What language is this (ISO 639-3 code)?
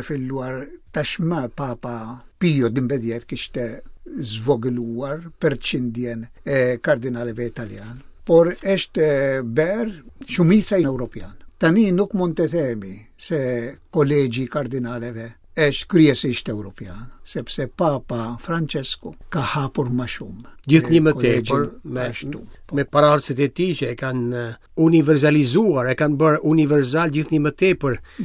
sqi